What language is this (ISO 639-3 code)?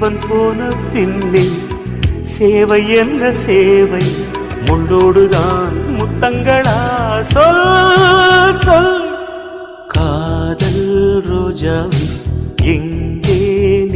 tam